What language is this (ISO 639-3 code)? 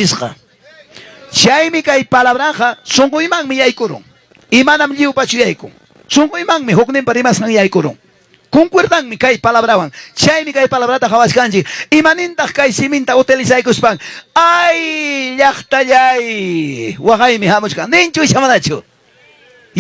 quy